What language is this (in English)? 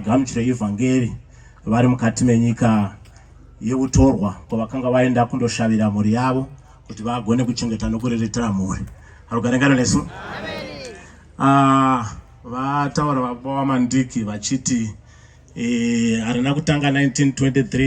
Shona